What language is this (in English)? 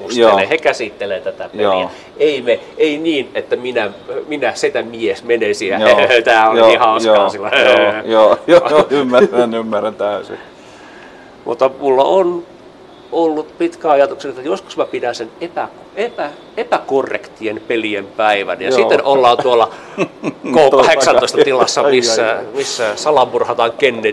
Finnish